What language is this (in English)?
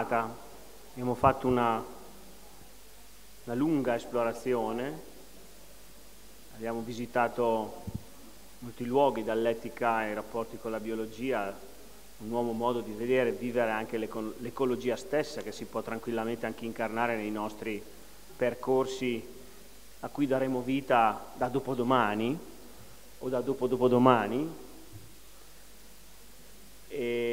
Italian